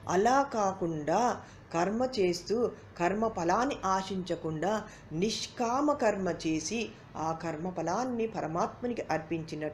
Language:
Telugu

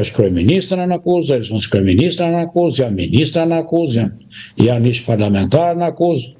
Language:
Albanian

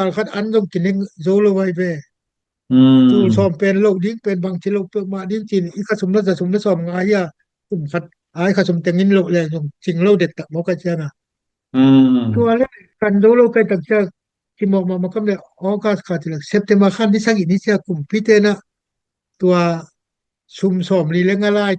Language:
Tedim Chin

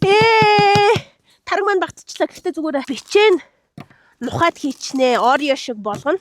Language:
Mongolian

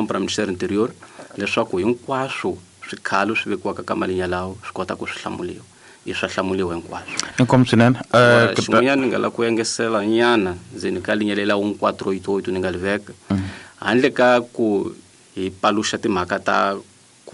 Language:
Tsonga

